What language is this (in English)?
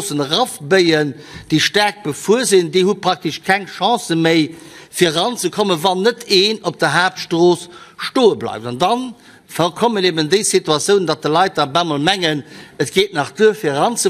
Luxembourgish